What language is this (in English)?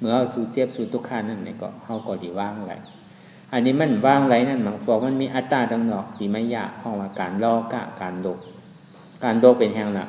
Shan